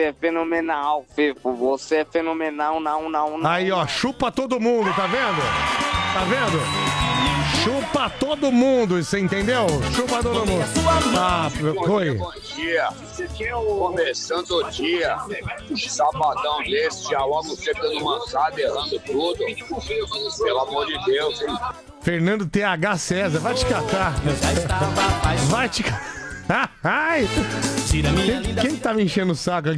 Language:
Portuguese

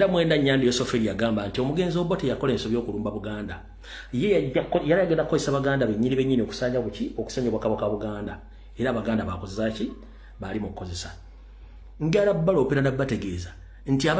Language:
Ganda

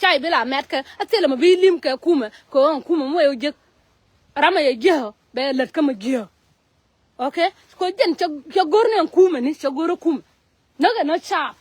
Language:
Nuer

